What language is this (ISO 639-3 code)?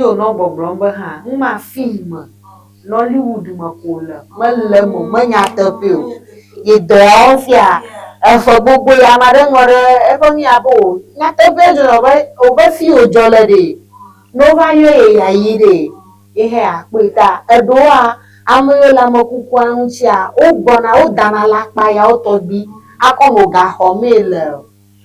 ewe